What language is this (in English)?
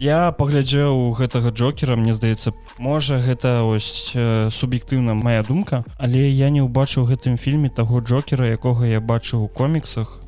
Belarusian